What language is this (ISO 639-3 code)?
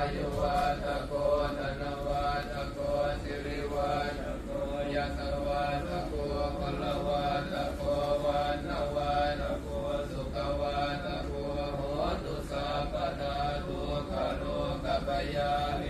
pli